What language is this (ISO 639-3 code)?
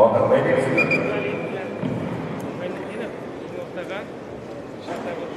tat